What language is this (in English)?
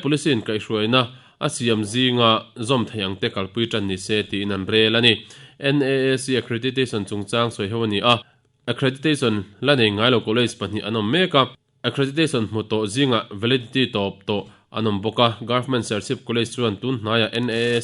Mizo